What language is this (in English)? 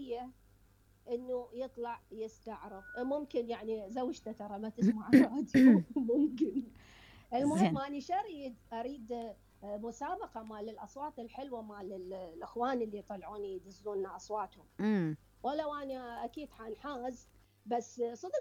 Mesopotamian Arabic